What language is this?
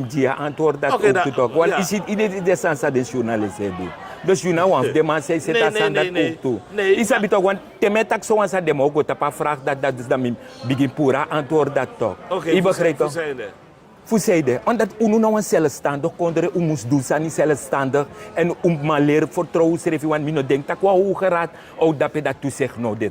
Sranan Tongo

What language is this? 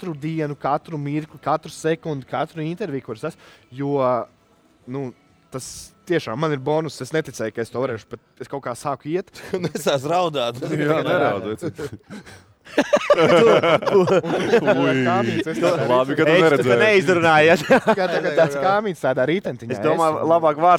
Latvian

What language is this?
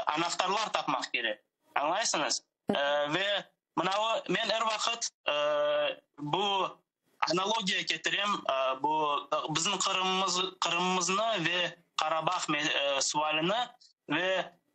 Crimean Tatar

